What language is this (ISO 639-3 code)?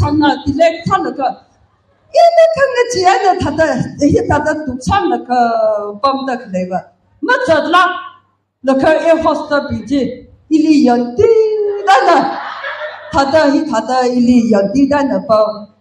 nmf